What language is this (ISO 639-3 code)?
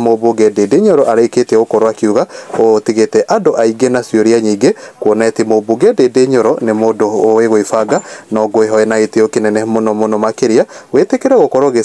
kik